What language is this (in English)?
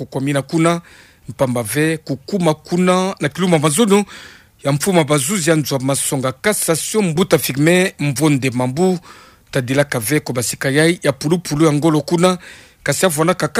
Kituba (Democratic Republic of Congo)